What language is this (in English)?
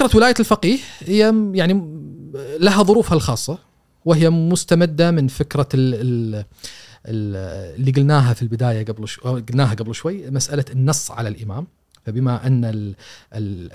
Gulf Arabic